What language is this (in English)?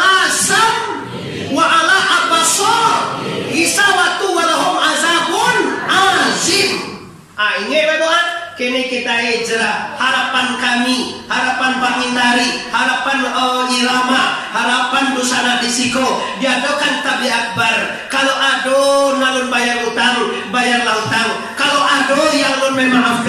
Minangkabau